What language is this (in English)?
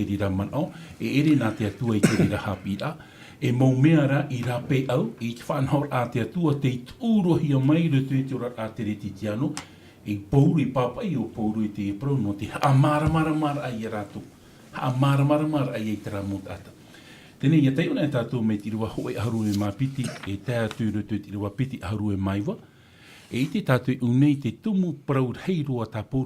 Tahitian